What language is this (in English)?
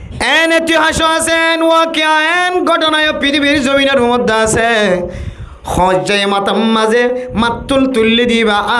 Rohingya